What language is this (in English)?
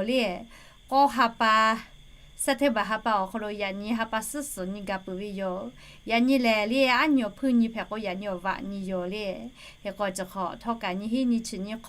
Lahu